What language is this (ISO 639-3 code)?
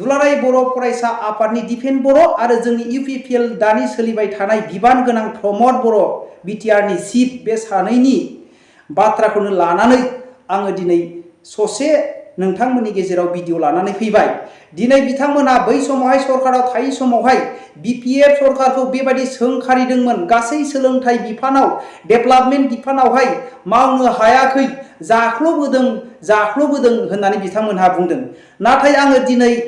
brx